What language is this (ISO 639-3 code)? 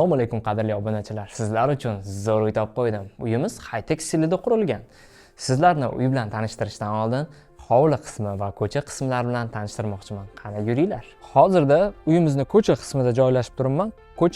uzb